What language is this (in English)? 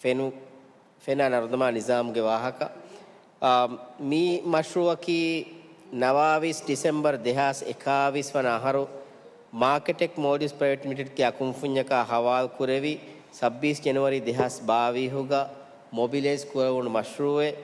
Divehi